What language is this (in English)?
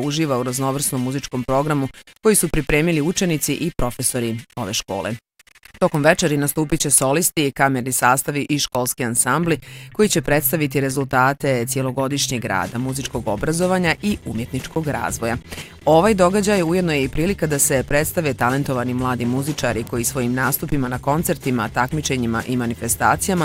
Bosnian